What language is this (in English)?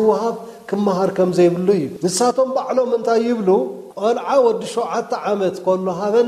Tigrinya